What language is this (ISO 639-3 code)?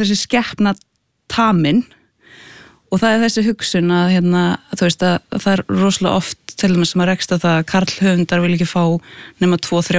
isl